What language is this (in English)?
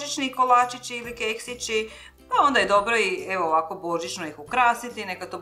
Croatian